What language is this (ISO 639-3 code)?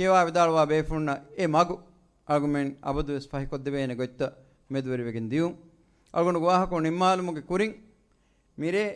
div